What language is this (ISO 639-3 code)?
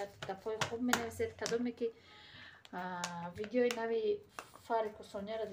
tgk